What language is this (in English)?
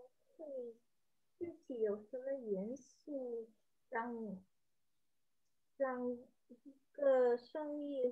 Chinese